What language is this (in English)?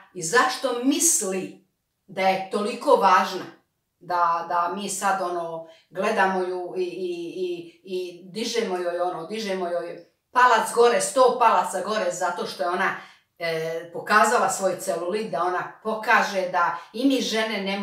Croatian